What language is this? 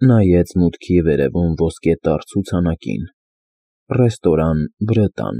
Armenian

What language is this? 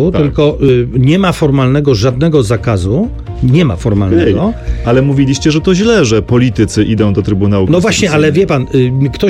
Polish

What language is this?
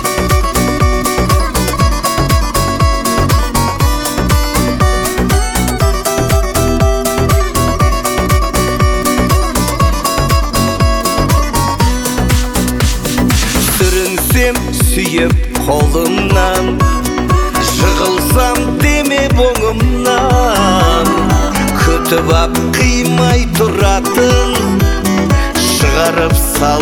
Kazakh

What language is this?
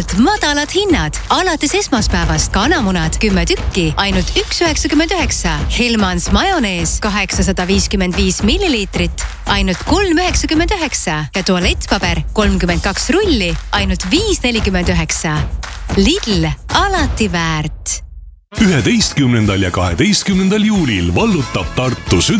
Estonian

